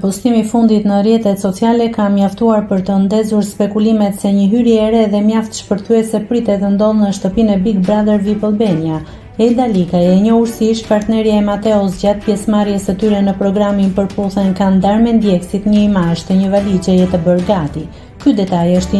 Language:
Albanian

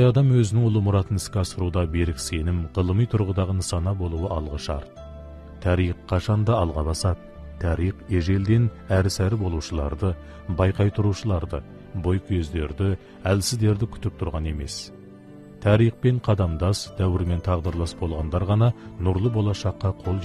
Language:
Kazakh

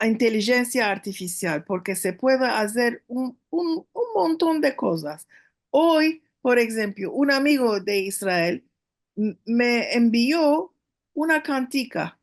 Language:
Ladino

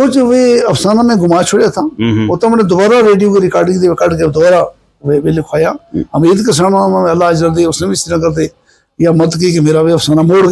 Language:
Gujari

